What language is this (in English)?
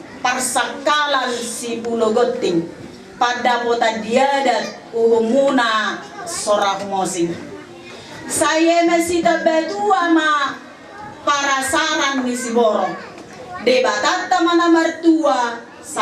Batak Toba